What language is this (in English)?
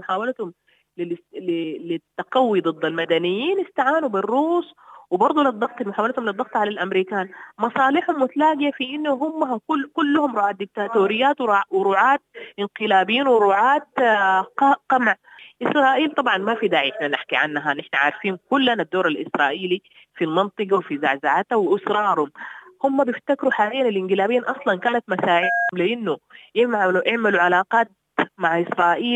Sudanese Arabic